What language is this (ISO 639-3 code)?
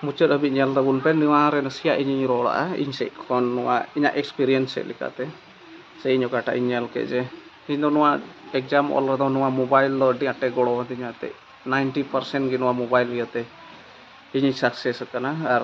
sat